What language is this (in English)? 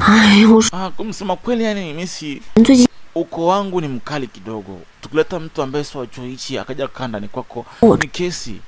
Swahili